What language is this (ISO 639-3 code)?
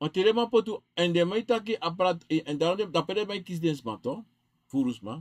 srn